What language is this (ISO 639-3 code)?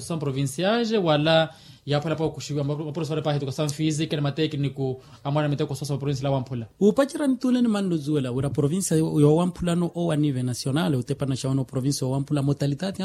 vmw